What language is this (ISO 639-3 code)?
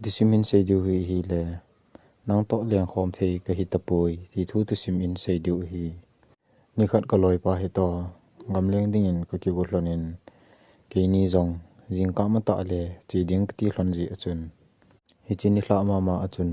tcz